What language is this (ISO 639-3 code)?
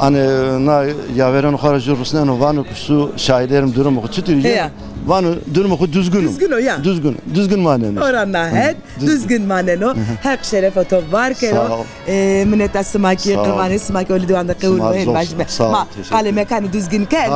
zza